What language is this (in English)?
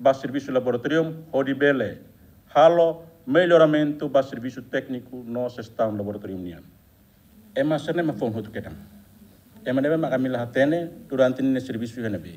Tetum